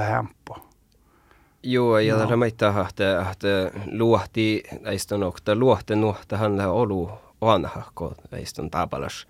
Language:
Finnish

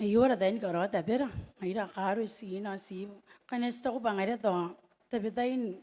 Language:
Gilbertese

